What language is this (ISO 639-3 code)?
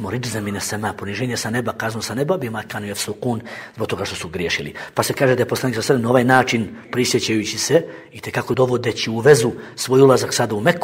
bos